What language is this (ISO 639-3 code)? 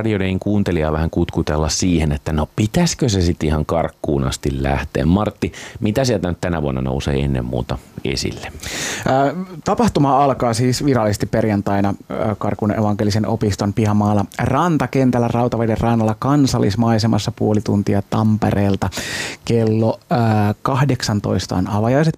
fin